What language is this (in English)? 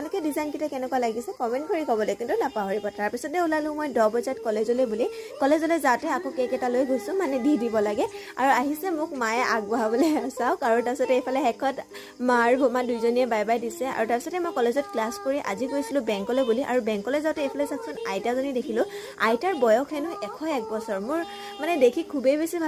Assamese